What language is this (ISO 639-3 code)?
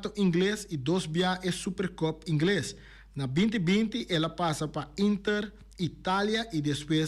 pap